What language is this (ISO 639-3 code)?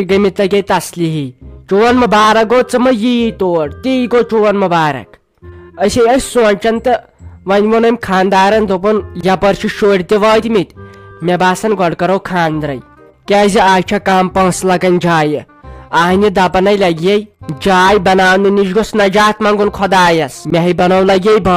kas